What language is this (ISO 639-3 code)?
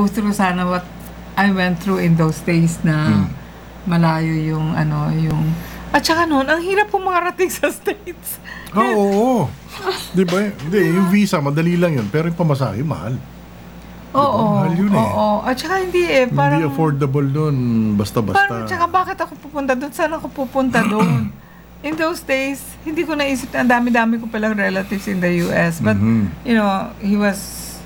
fil